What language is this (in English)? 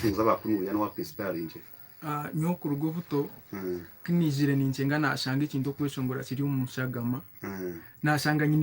Nyankole